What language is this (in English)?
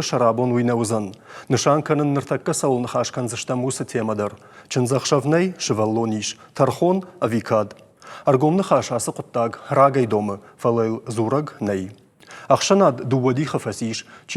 Ossetic